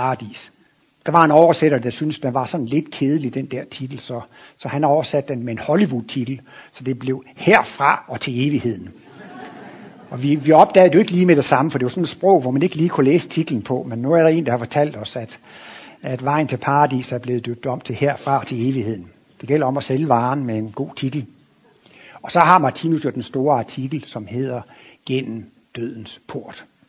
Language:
Danish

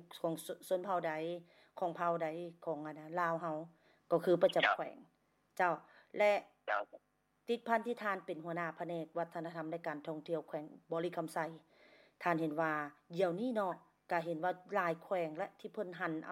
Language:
Lao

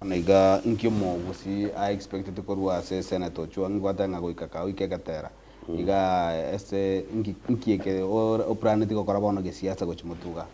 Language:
Gusii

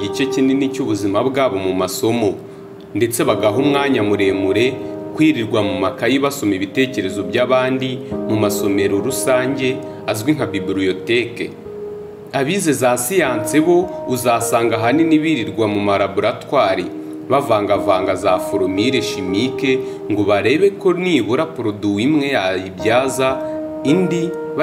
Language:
Kinyarwanda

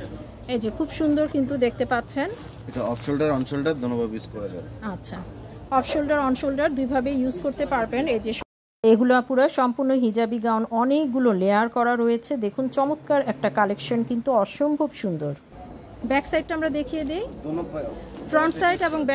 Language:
Bangla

